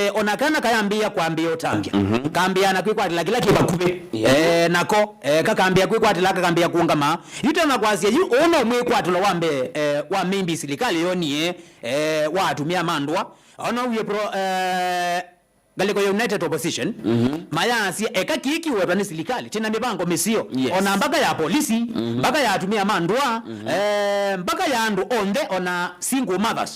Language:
Kamba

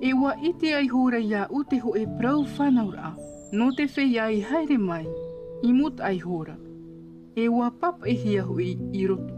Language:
Tahitian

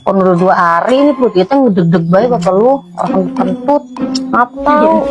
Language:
Betawi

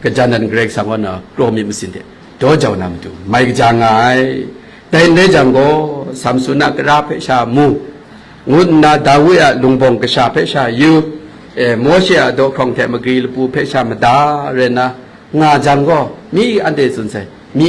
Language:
Kachin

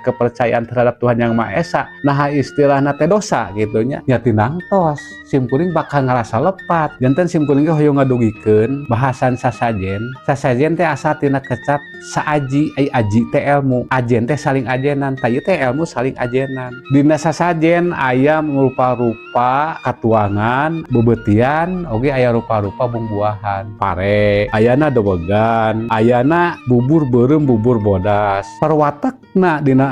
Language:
Sundanese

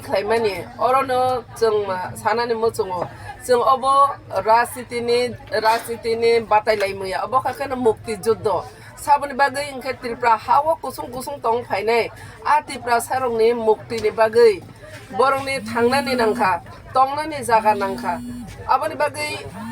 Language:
Kok Borok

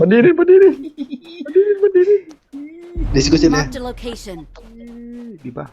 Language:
Minangkabau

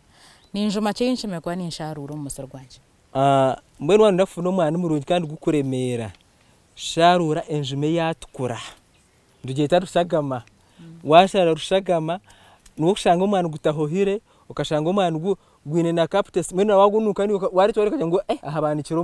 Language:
Nyankole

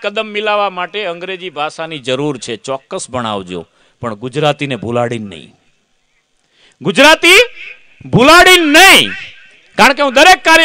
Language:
Gujarati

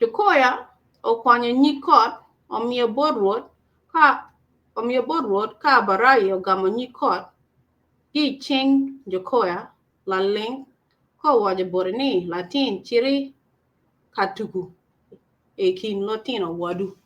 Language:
Acoli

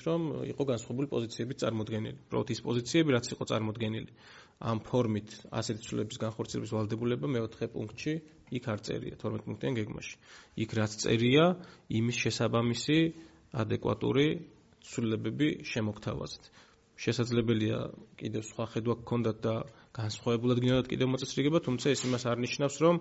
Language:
Georgian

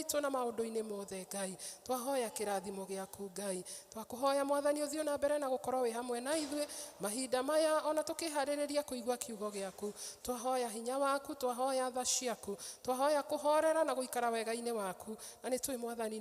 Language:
Kikuyu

